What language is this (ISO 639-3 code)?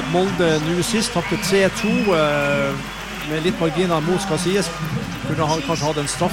nor